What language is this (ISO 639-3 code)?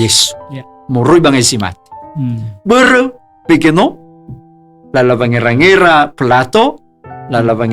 nia